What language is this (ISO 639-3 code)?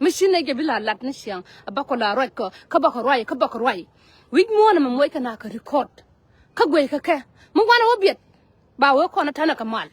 nus